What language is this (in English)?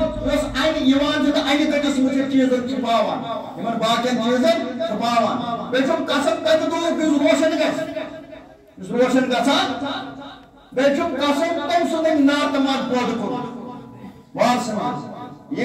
Kashmiri